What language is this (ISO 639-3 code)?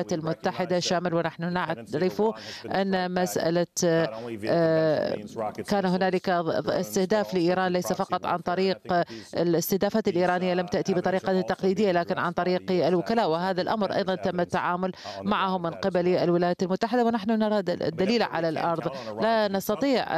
ara